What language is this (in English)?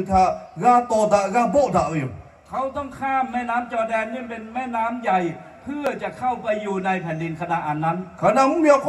Lahu